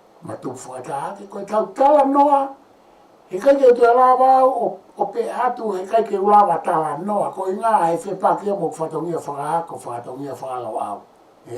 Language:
Tongan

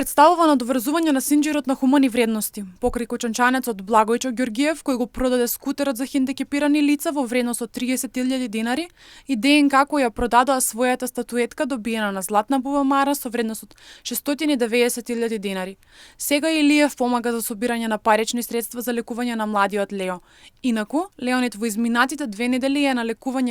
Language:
Macedonian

